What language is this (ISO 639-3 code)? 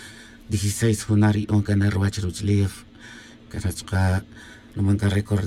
tzj